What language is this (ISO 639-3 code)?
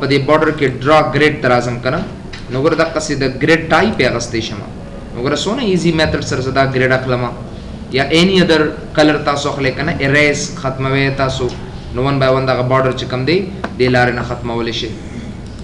pus